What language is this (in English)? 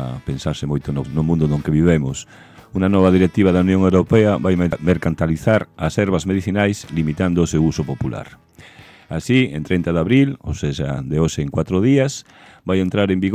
Galician